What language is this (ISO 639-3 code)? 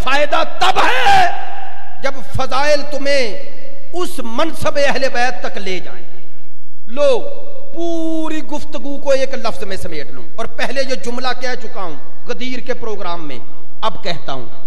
urd